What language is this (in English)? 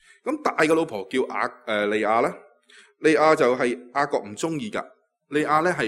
Cantonese